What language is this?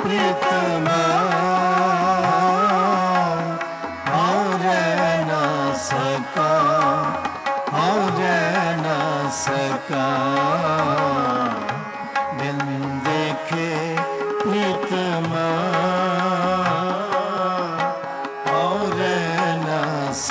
Punjabi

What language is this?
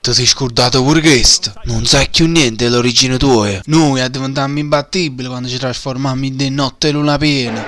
Neapolitan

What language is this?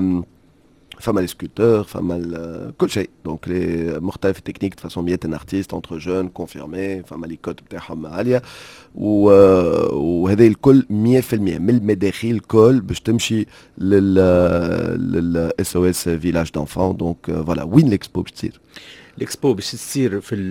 Tunisian Arabic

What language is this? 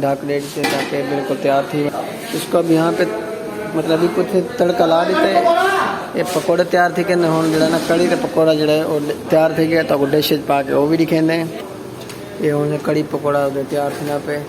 Saraiki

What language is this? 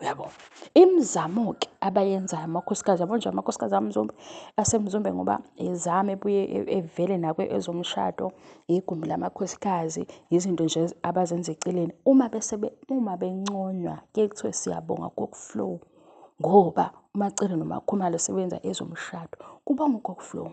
Zulu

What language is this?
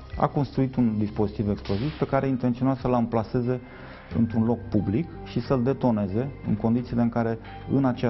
Romanian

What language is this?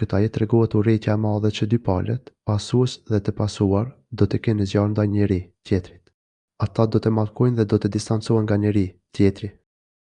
Albanian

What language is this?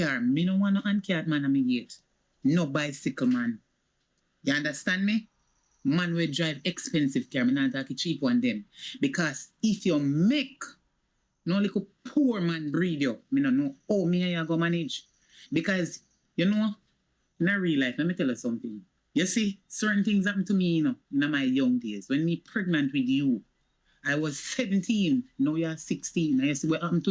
Jamaican Creole English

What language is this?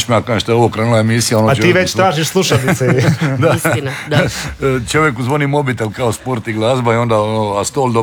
Croatian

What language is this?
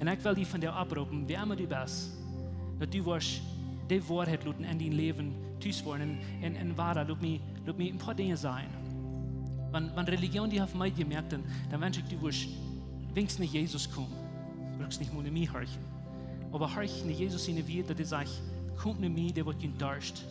Plautdietsch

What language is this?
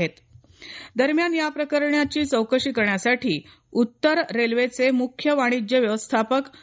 Marathi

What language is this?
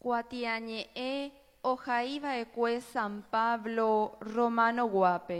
Guarani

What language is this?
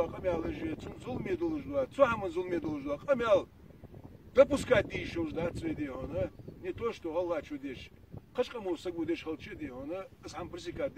Ingush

